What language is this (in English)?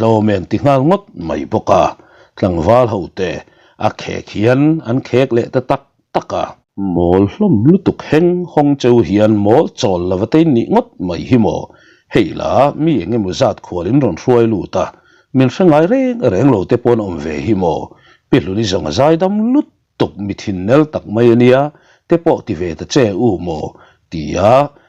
Mizo